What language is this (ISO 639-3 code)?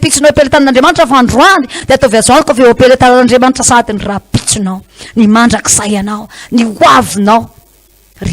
mlg